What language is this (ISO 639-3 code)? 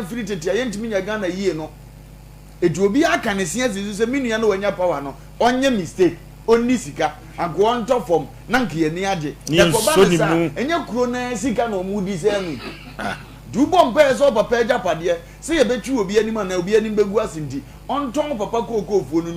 aka